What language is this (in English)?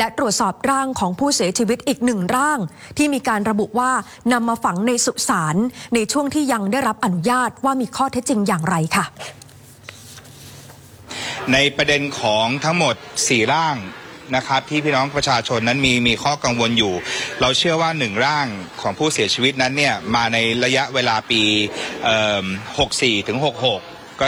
Thai